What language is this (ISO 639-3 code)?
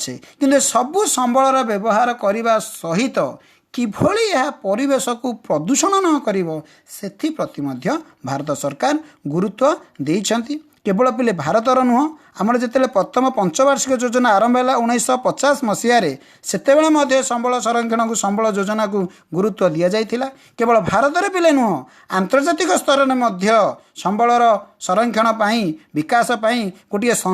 ori